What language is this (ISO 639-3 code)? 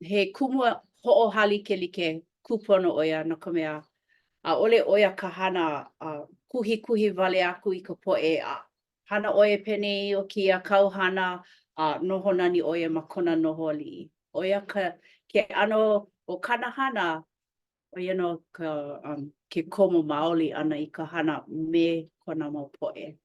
haw